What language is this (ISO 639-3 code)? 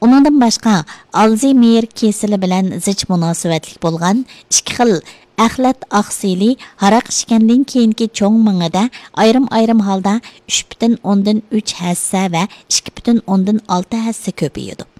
uig